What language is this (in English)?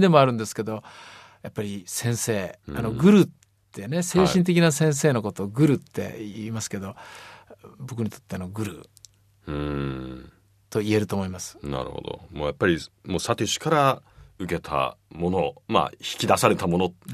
Japanese